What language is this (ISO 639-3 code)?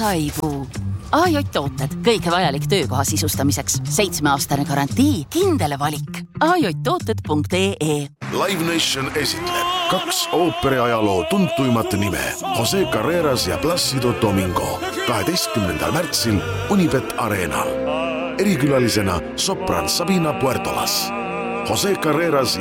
est